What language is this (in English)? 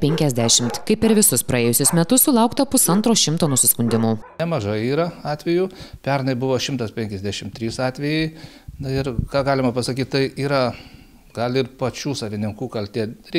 Lithuanian